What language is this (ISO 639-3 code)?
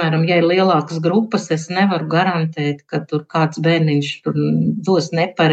lav